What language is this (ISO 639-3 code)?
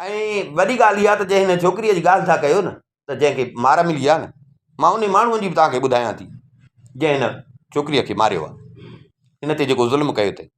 snd